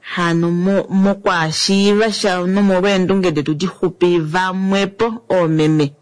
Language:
Kuanyama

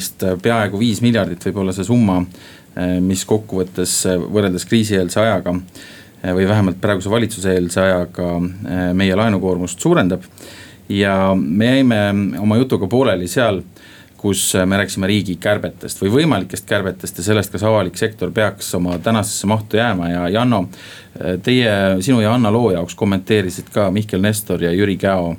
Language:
Estonian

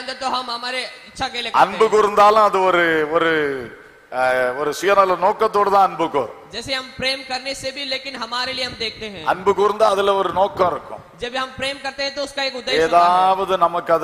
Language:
Tamil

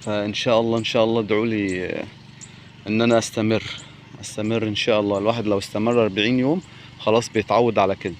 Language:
Egyptian Arabic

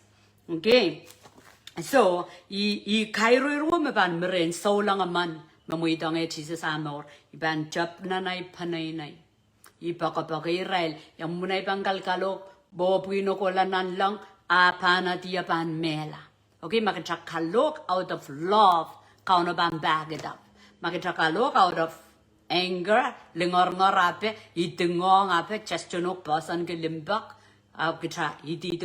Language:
Pohnpeian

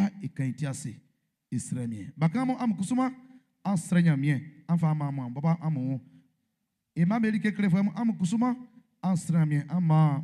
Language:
Baoulé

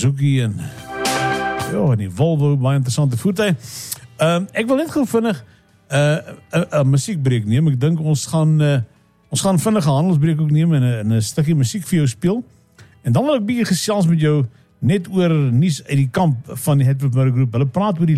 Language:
Afrikaans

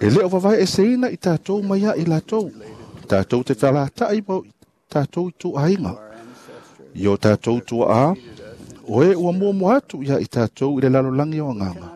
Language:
Samoan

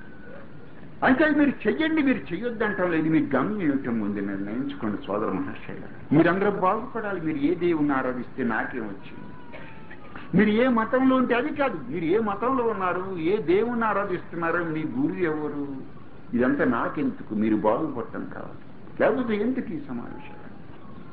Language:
Telugu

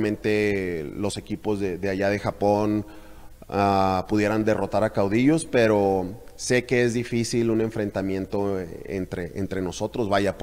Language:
Spanish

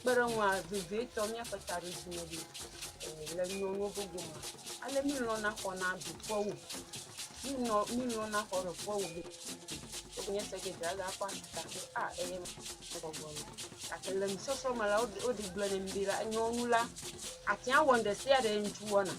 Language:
Ewe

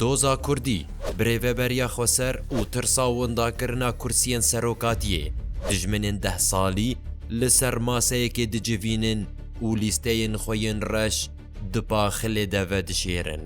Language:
Kurdish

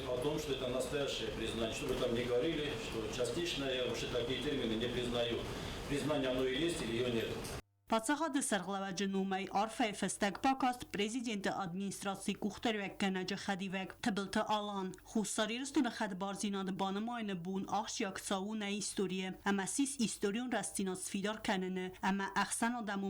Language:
Ossetic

